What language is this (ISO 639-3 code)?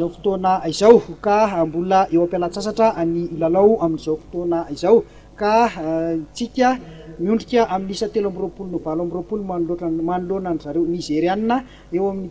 mlg